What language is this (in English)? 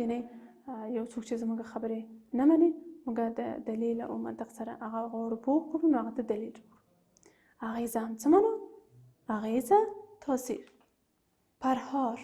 Pashto